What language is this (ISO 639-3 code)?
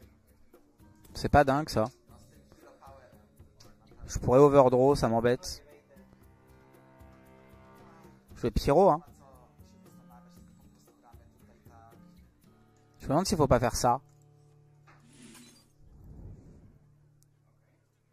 fra